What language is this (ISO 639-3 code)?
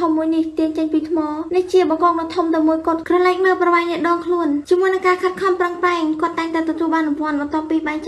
khm